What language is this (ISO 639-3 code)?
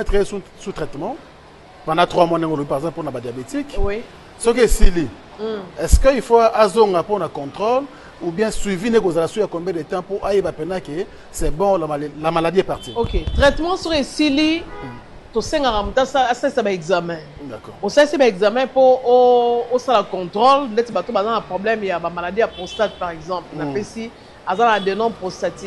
lin